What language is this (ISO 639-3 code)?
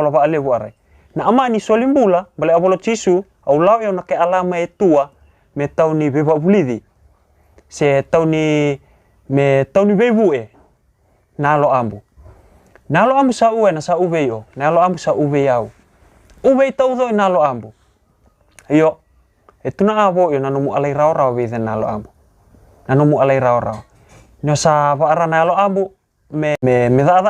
fij